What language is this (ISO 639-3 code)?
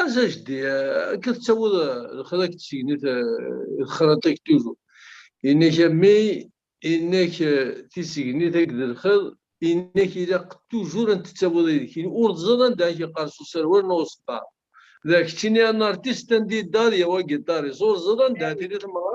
kab